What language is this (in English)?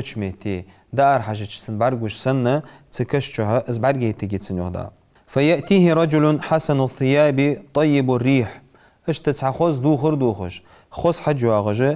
Ingush